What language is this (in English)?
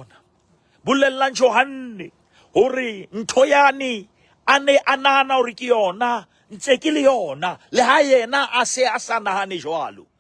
Southern Sotho